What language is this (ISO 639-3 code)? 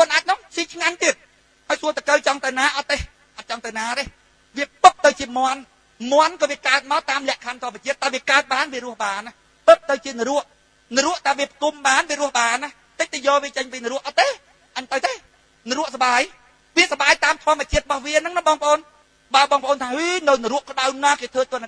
khm